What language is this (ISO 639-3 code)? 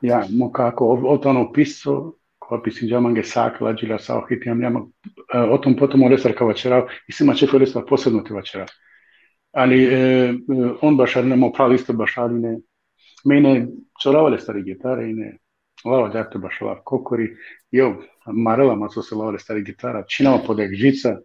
rmn